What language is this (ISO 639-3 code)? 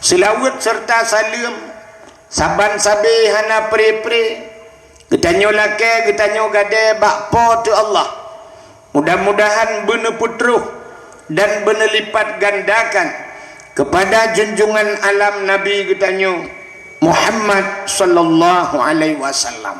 ace